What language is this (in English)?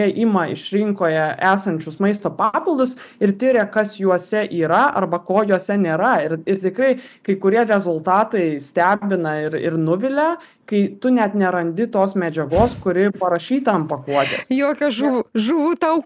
Lithuanian